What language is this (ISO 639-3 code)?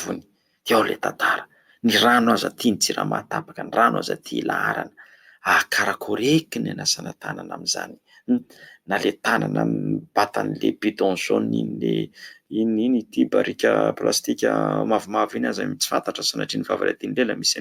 mlg